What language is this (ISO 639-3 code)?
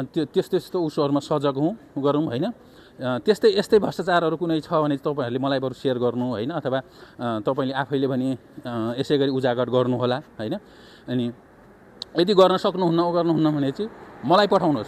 nep